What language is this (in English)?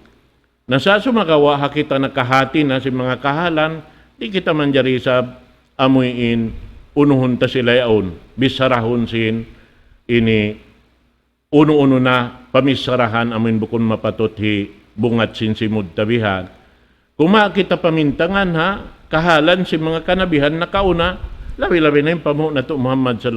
Tausug